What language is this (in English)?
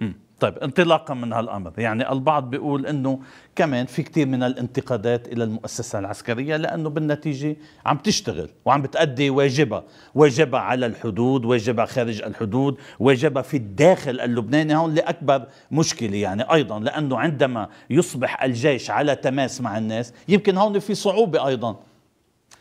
North Levantine Arabic